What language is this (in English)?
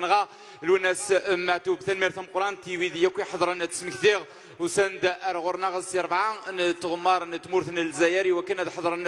Kabyle